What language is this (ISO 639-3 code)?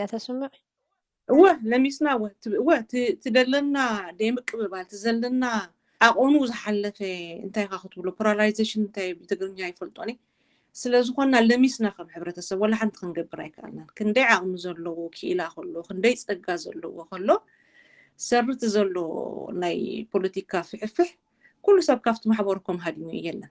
tir